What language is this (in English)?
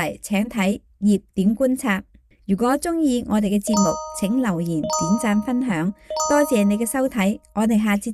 Cantonese